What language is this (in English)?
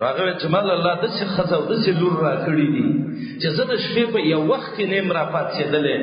Pashto